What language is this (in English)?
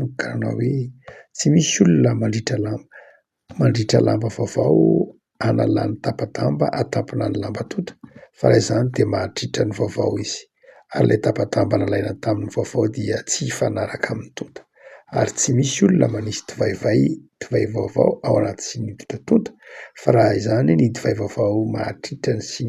Malagasy